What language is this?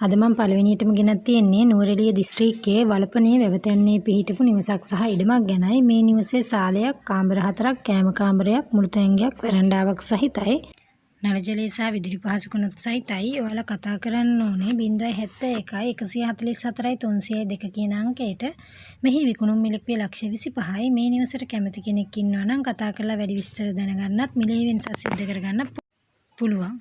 Sinhala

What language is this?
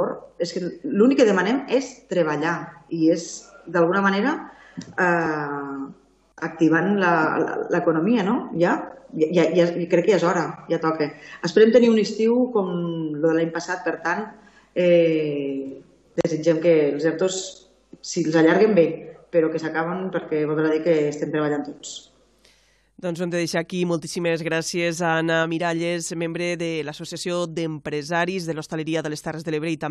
Catalan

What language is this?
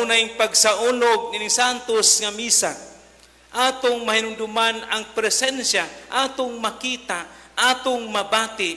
Cebuano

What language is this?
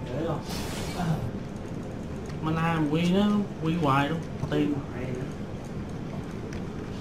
Vietnamese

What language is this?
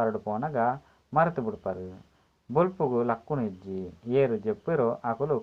Tulu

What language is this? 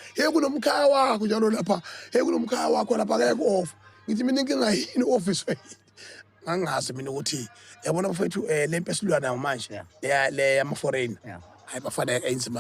Zulu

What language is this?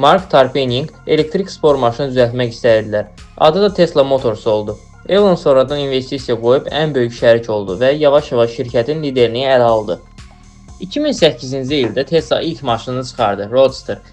Azerbaijani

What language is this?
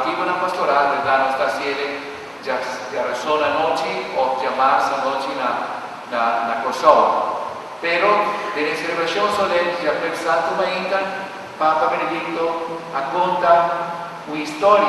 Papiamento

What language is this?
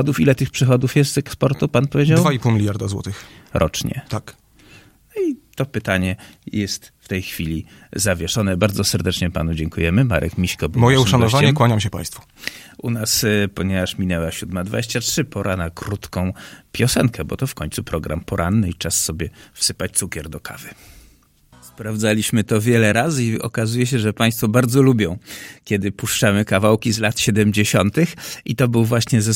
Polish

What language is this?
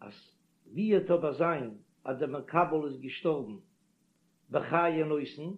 Yiddish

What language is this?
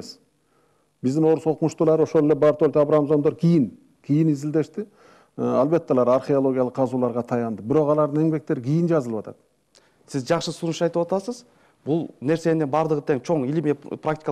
Kyrgyz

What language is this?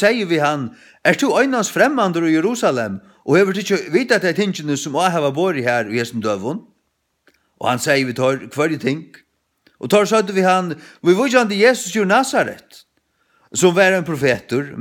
Faroese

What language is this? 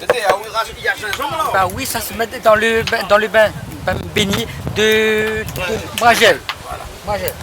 Réunion Creole French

